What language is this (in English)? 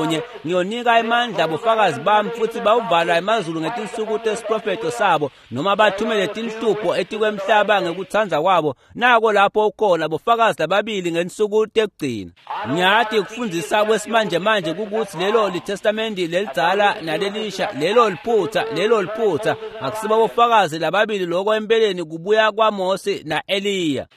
Swati